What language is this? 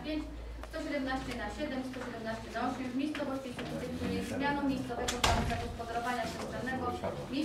Polish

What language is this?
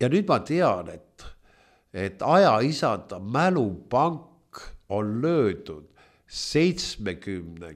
Estonian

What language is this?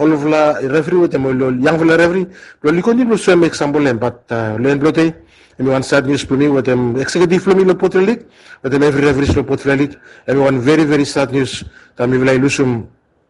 Bislama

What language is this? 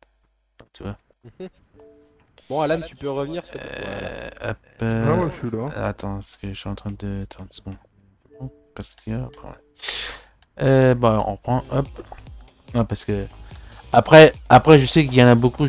French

